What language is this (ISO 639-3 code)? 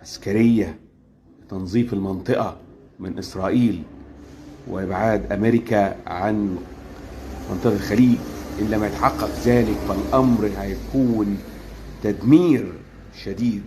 arz